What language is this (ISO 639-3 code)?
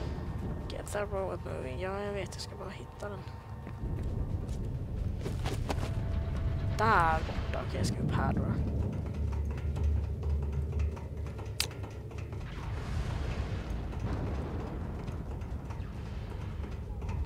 swe